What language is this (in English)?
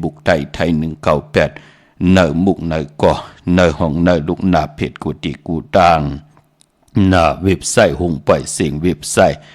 Shan